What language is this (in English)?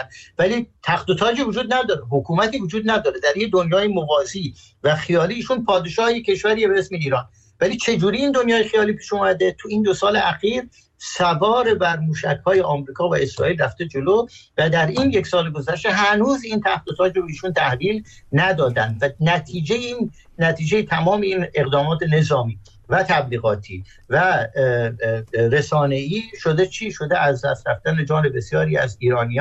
Persian